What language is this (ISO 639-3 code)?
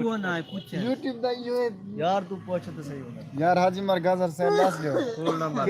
skr